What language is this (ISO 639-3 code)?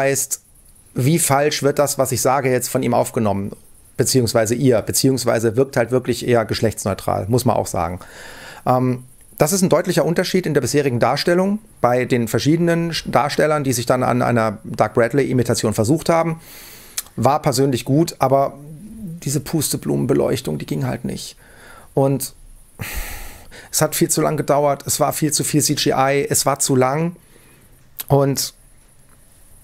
deu